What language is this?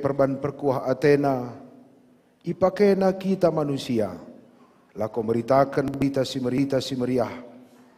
Batak Karo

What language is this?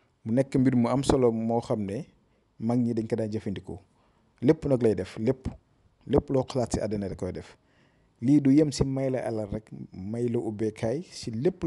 Wolof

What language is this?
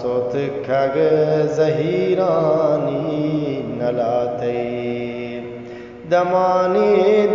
Eastern Balochi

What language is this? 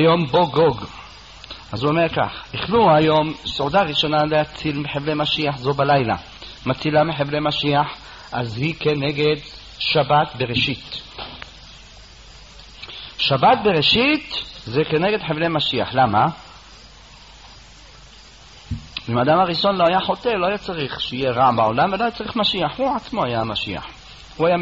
Hebrew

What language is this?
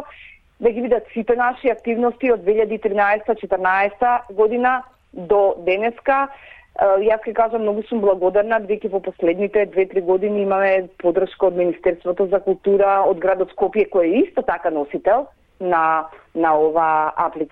Macedonian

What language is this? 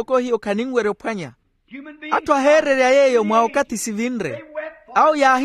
Makhuwa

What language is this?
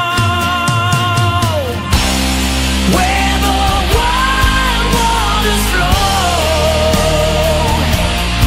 English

